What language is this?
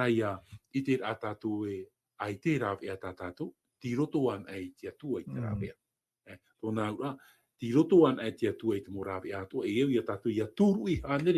Tahitian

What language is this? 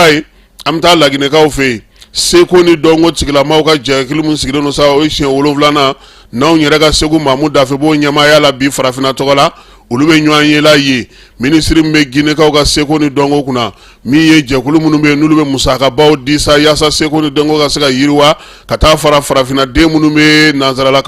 Bambara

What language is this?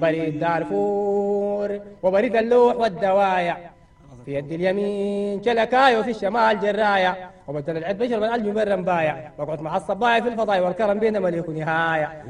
Sudanese Arabic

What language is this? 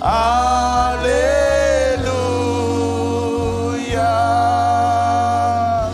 Marshallese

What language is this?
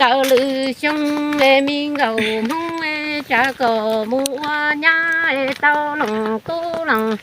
Hmong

